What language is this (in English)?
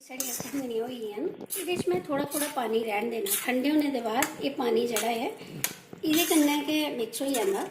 Dogri